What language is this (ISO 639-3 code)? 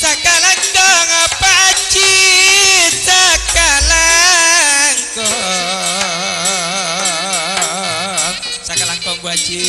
mad